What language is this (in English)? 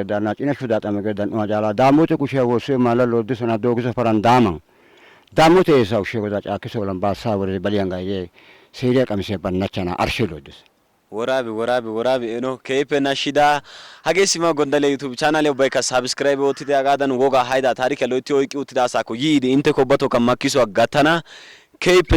Wolaytta